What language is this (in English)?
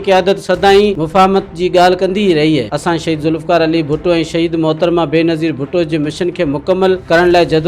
Sindhi